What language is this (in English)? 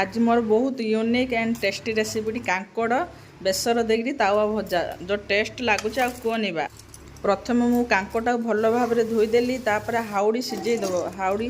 Odia